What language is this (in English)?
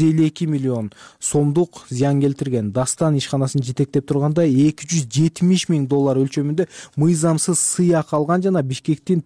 Kyrgyz